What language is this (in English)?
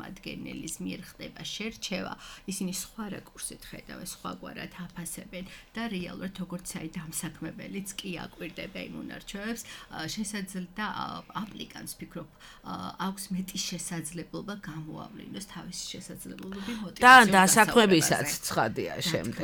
Georgian